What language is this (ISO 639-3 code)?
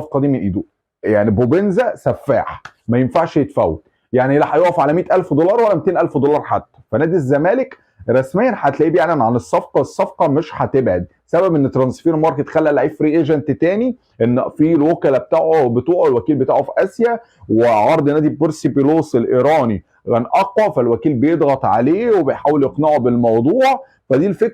arz